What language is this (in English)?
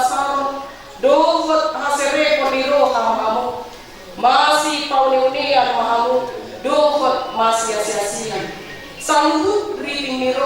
Batak Toba